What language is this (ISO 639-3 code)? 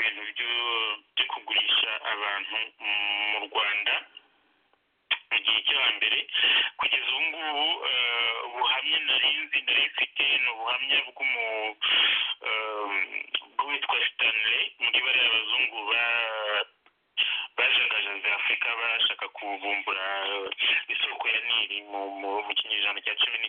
kin